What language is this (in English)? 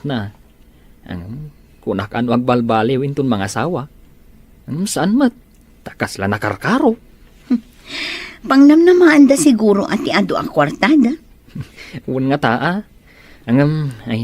Iloko